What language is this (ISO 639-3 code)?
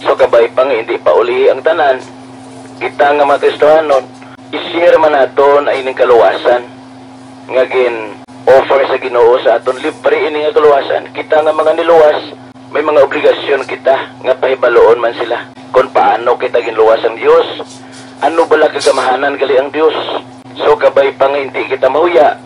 hil